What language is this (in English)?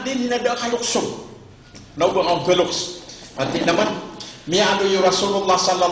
Maranao